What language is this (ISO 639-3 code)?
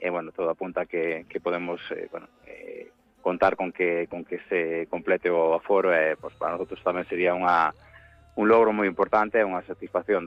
glg